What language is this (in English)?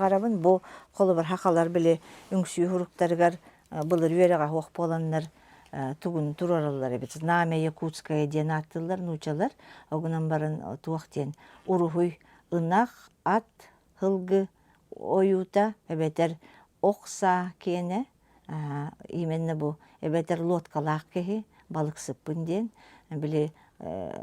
Yakut